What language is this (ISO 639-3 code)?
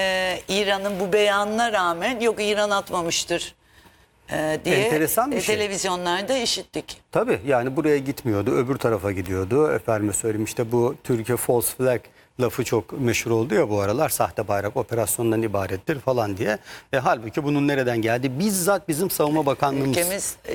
tur